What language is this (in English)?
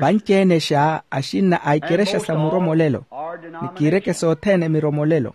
Makhuwa